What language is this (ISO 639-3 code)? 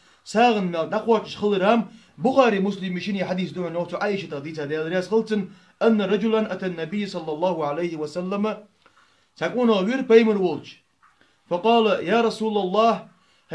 inh